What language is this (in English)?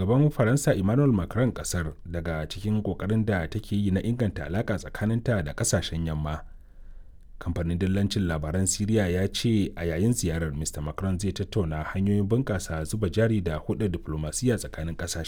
Hausa